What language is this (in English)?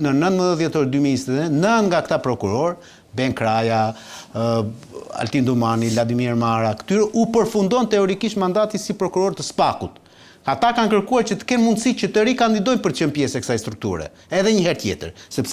Albanian